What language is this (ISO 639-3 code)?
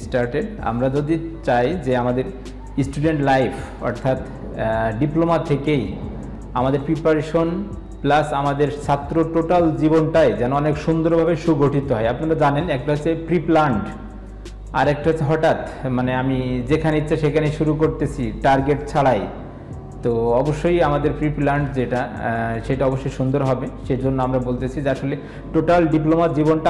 ben